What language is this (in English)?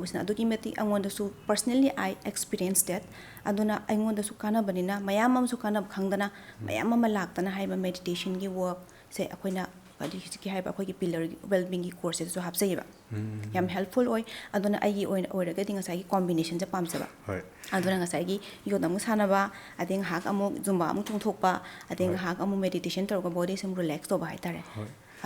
Manipuri